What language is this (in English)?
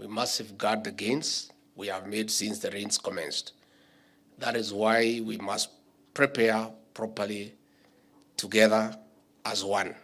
Kamba